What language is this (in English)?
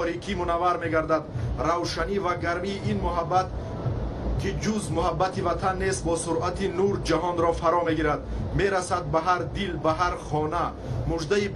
Tajik